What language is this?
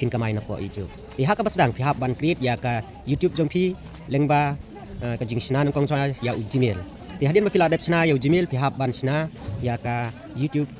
Khasi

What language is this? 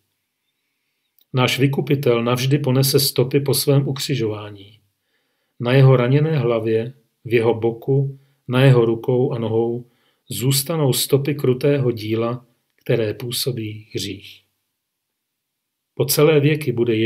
Czech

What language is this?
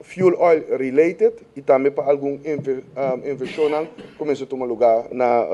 Papiamento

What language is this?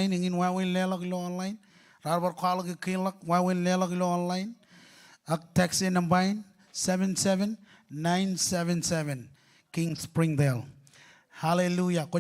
Marshallese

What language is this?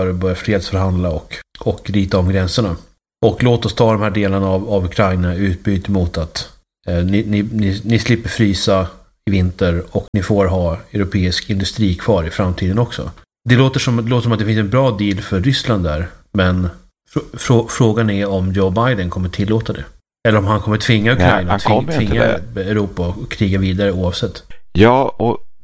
Swedish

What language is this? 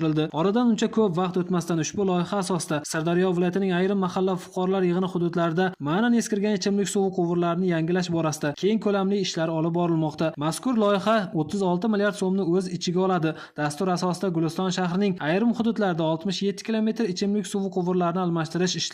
Uzbek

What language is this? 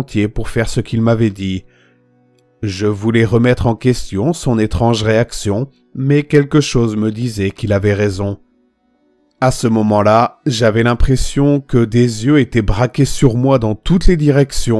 French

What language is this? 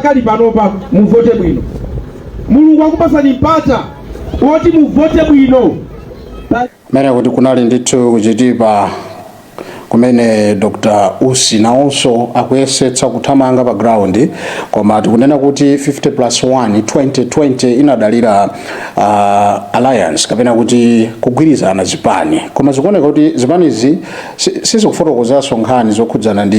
Nyanja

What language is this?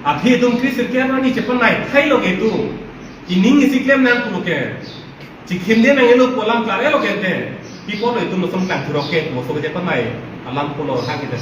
Karbi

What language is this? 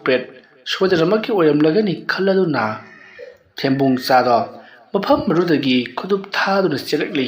Manipuri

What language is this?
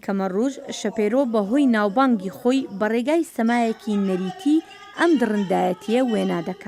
Kurdish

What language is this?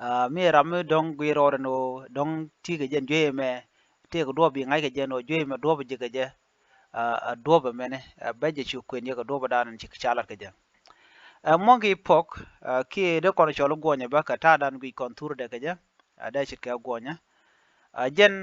Nuer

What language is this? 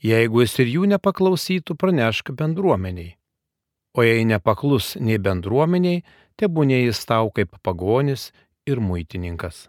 Lithuanian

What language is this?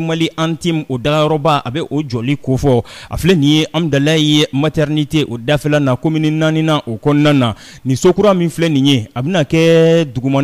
Bambara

